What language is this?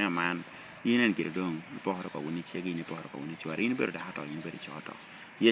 Lango (Uganda)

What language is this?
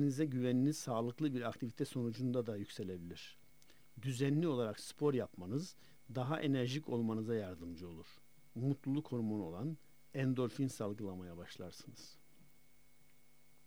Turkish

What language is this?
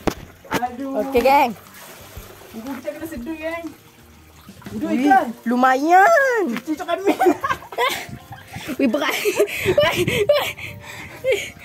Malay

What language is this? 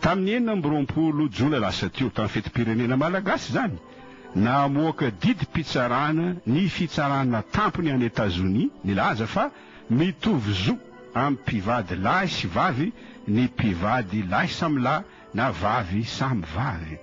Malagasy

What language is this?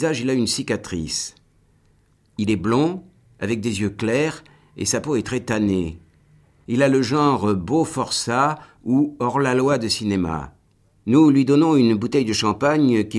French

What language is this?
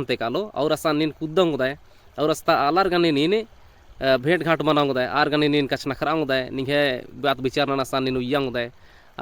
Kurukh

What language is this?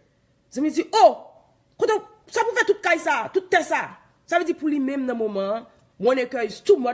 Haitian Creole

